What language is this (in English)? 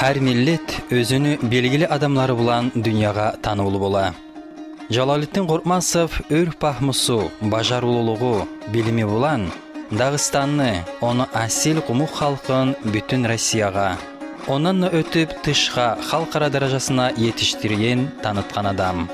Kumyk